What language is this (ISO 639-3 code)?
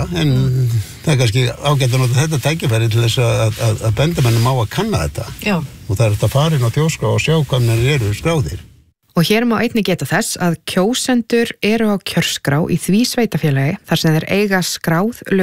isl